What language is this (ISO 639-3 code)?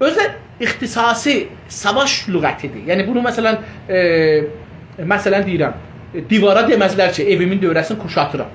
azb